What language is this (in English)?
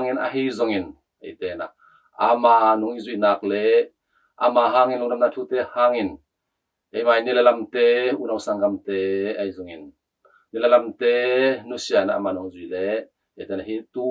Tedim Chin